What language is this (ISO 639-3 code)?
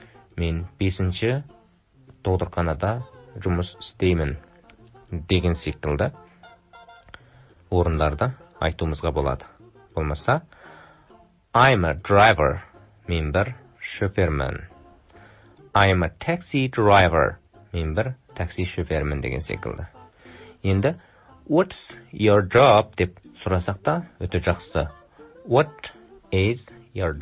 kaz